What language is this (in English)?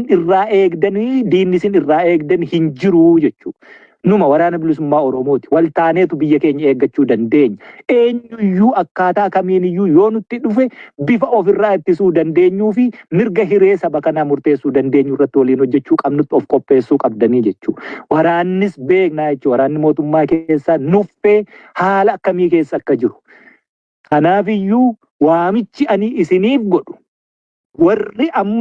Oromo